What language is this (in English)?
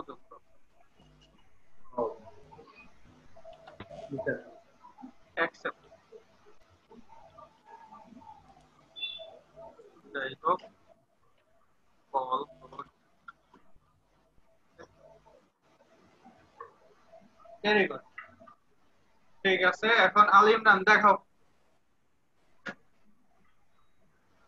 Bangla